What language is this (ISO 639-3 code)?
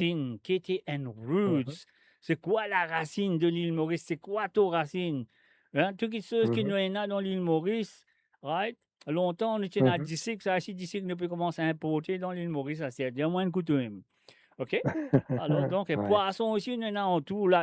mfe